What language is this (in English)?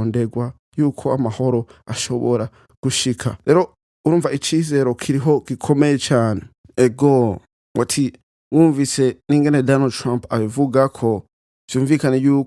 Rundi